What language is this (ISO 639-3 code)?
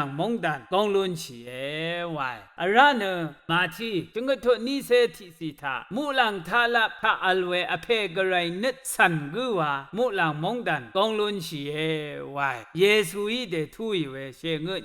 raw